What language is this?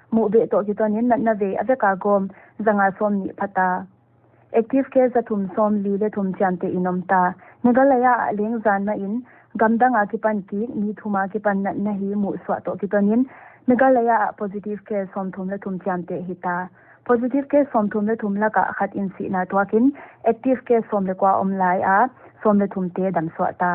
Paite Chin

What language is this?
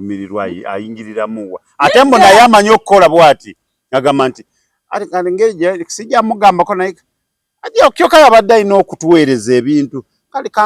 Ganda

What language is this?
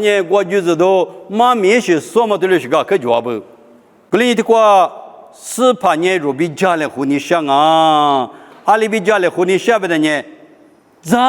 Lisu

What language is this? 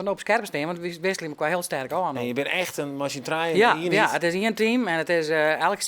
Western Frisian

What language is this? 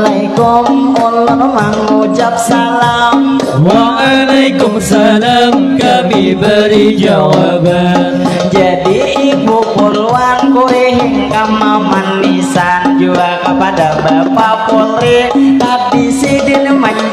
Banjar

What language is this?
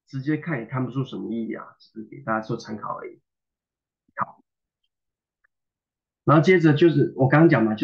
Chinese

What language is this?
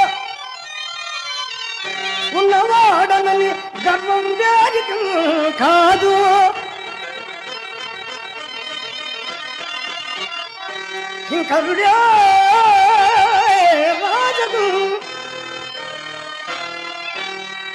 Telugu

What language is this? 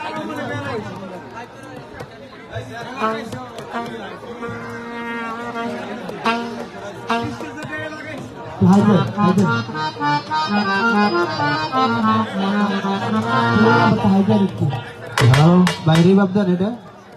Bangla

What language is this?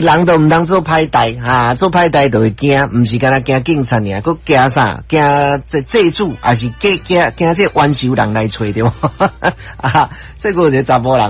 Min Nan Chinese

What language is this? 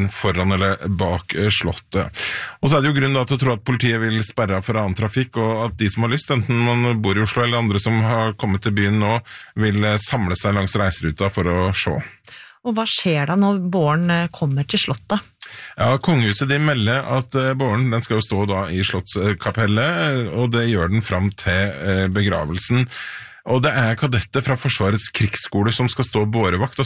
Norwegian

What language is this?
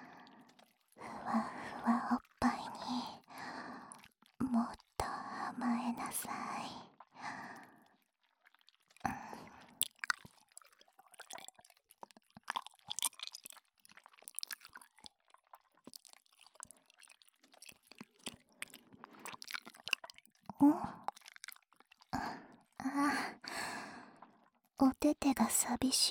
Japanese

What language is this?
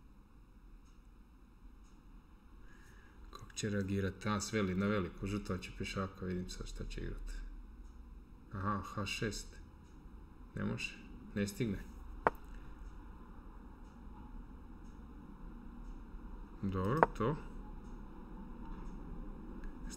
Croatian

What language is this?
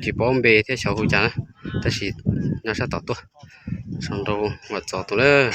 Hmong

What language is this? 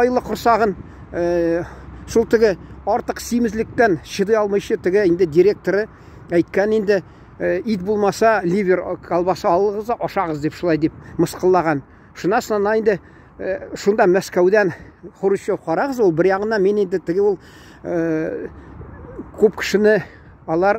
Tatar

